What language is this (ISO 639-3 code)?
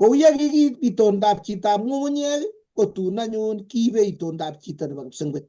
kln